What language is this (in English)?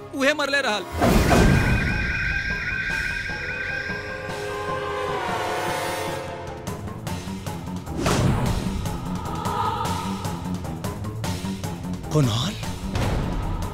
Bhojpuri